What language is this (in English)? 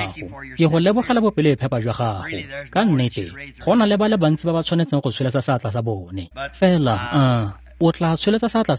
Tswana